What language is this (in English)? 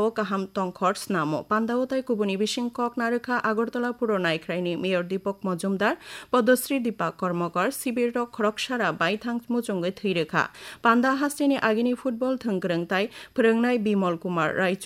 Kok Borok